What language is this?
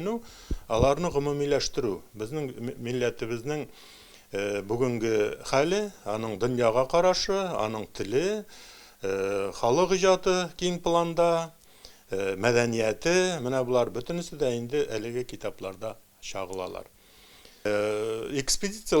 Tatar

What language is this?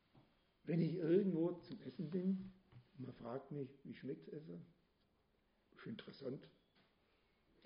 German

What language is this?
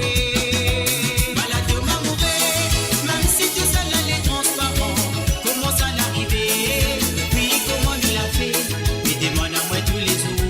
Morisyen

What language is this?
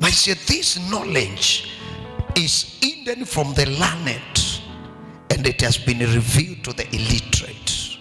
Kamba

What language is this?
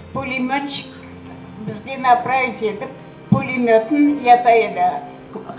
Crimean Tatar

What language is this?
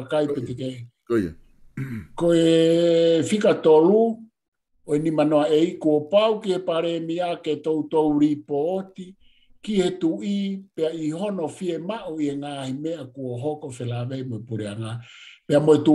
Tongan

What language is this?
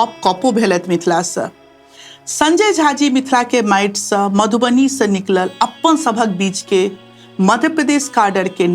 Maithili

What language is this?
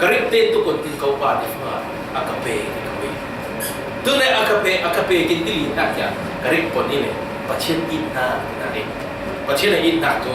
Falam Chin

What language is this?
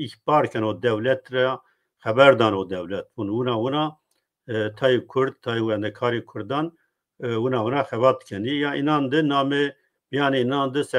Zaza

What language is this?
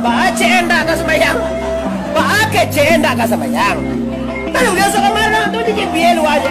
Minangkabau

